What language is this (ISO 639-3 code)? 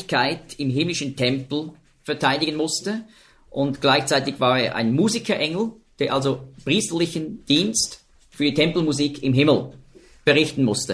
deu